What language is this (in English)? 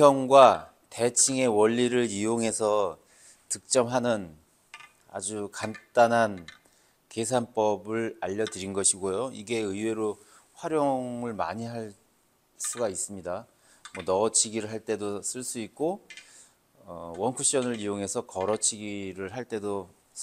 Korean